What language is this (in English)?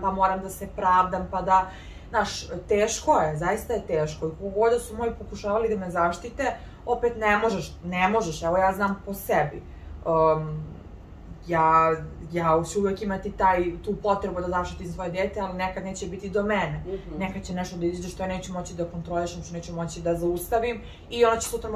Serbian